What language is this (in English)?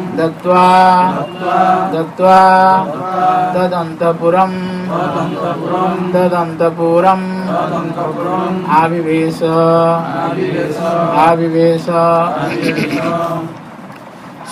Odia